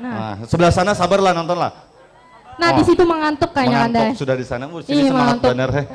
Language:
Banjar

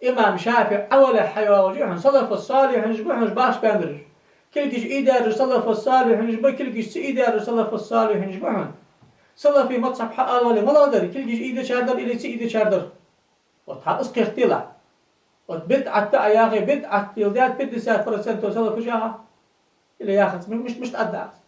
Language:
Ingush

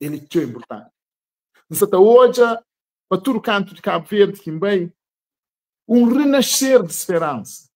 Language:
Kabuverdianu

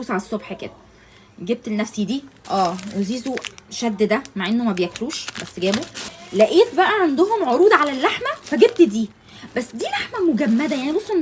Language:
Egyptian Arabic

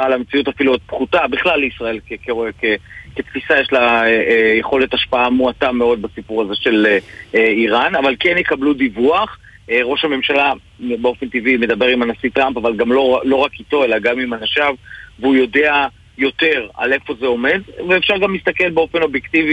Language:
Hebrew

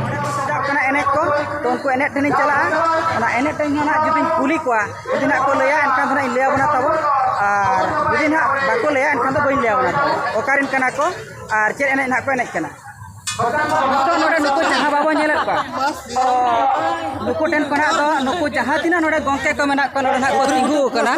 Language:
Santali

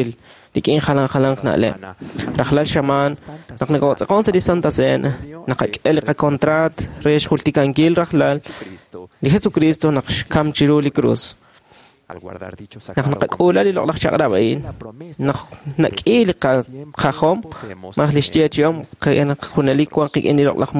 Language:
Kekchí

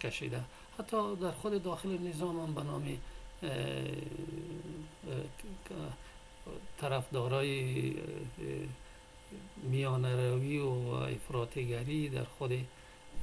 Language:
Persian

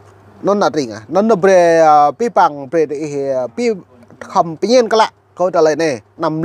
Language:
Vietnamese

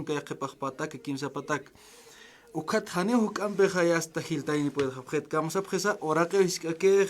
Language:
Aymara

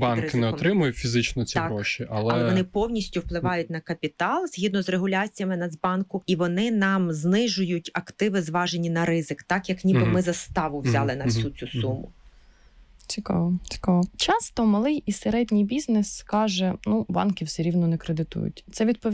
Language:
Ukrainian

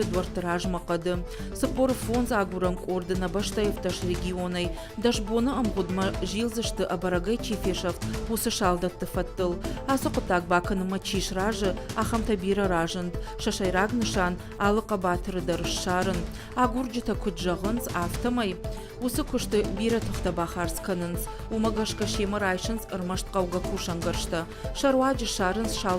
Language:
Ossetic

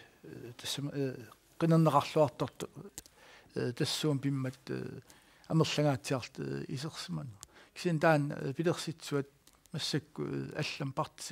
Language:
Kalaallisut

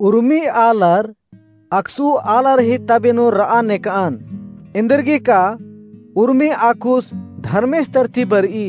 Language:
Kurukh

